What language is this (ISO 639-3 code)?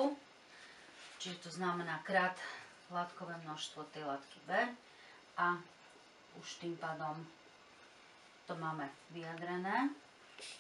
slk